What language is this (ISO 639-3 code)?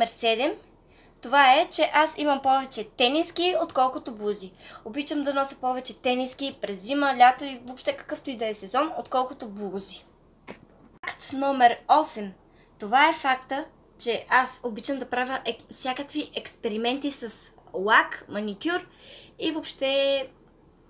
bul